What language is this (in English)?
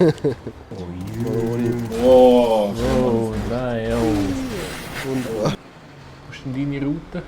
Swiss German